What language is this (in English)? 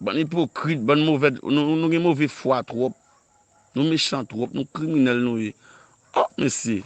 Haitian Creole